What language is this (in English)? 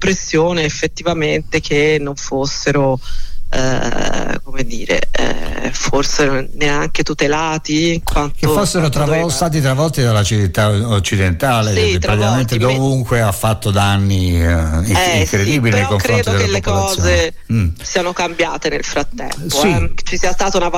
Italian